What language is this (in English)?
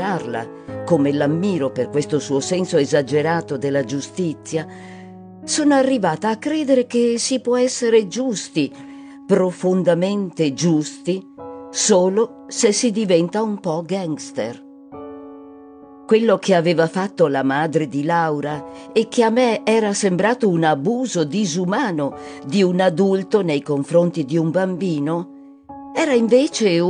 Italian